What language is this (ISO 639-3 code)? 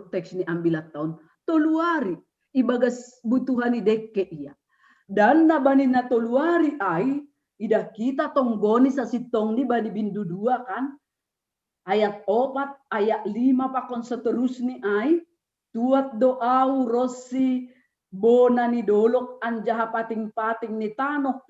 bts